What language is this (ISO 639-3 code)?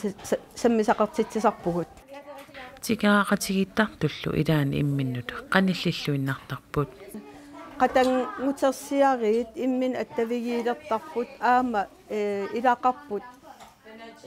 kal